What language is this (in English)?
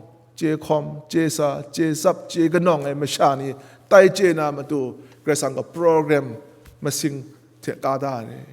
Kachin